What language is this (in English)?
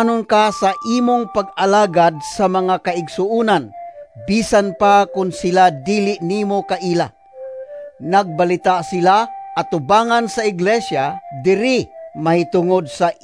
Cebuano